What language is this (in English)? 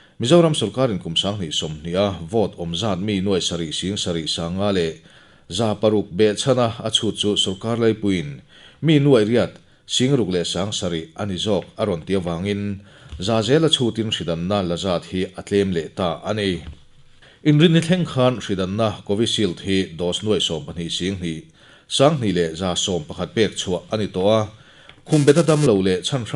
Mizo